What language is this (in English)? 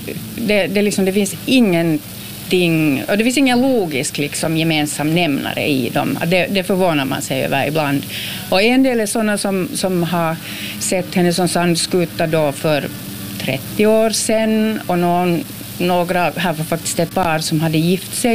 Swedish